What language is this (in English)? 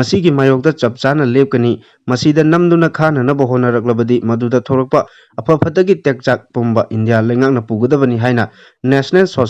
Manipuri